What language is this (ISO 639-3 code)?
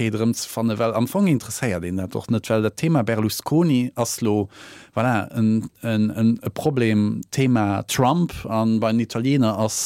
ltz